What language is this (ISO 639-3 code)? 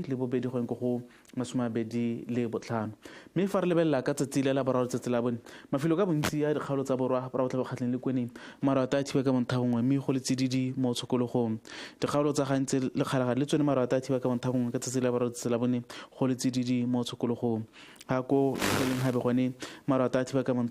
tsn